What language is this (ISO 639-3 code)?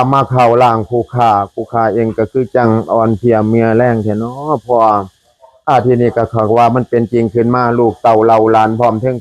tts